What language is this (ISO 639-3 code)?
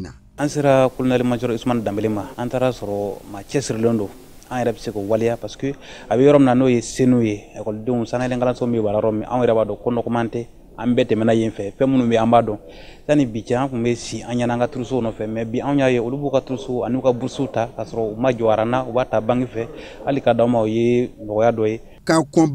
bam